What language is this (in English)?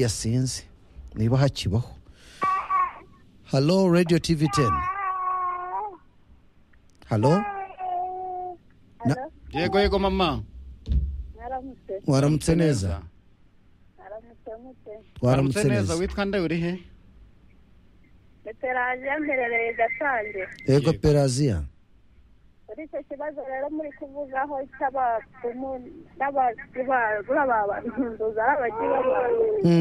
Kinyarwanda